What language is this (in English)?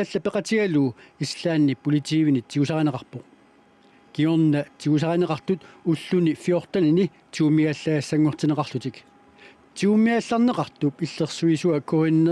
Kalaallisut